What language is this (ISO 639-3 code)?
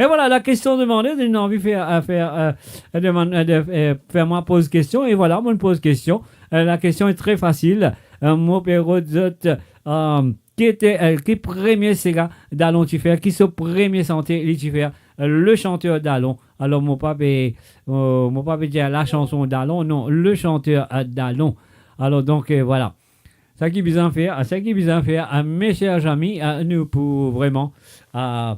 mfe